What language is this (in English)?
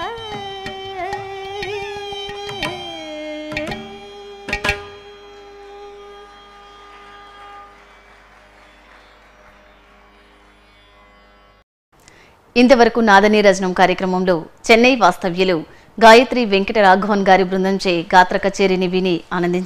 Telugu